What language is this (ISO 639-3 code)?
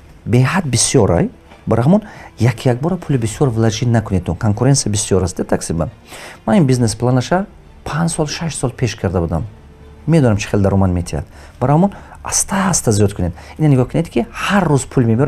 tgk